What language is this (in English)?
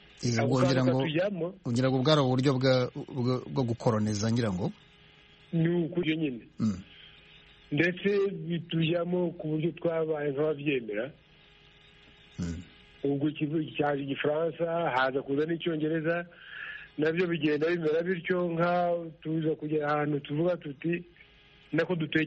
Kinyarwanda